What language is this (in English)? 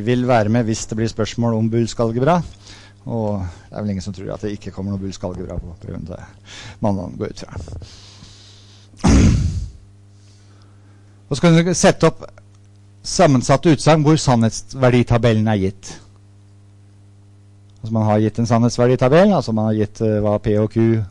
Norwegian